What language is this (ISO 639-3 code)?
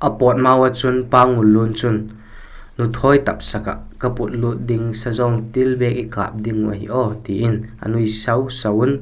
vap